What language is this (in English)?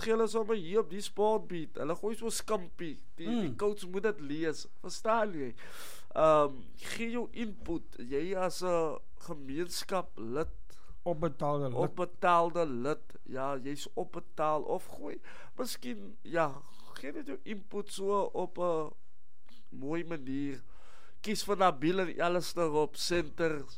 Afrikaans